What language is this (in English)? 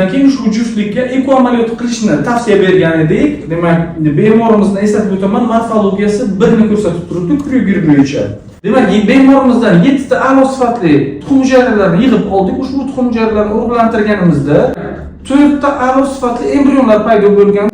Uzbek